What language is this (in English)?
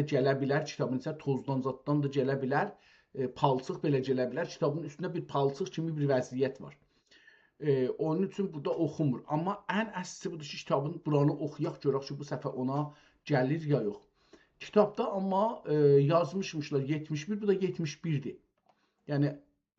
South Azerbaijani